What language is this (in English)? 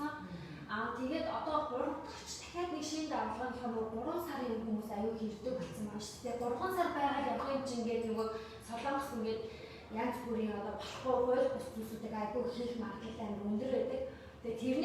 Mongolian